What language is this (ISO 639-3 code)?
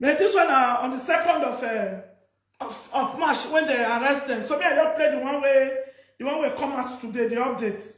pcm